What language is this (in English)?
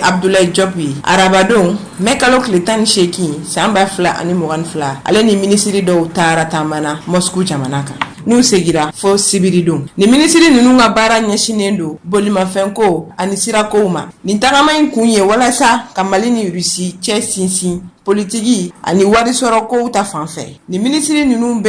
Bambara